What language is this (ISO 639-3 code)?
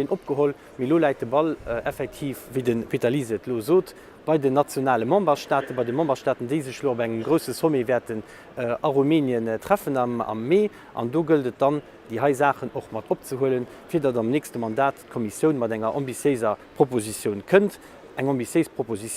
ltz